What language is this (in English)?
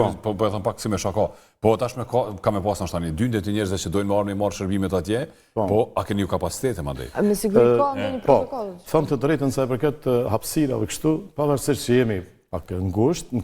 Albanian